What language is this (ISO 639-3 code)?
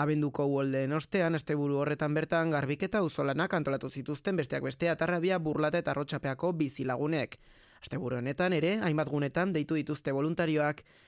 eus